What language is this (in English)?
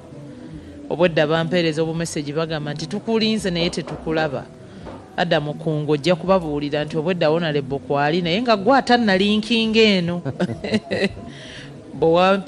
Ganda